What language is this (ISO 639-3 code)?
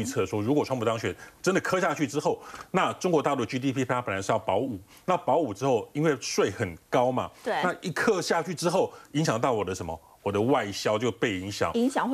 zho